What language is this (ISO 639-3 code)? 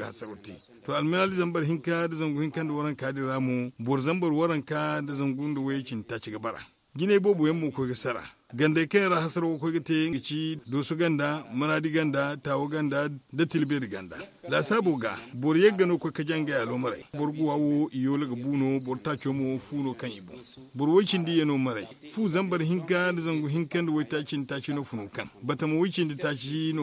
dje